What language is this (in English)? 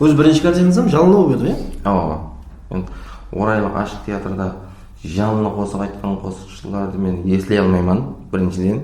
Kara-Kalpak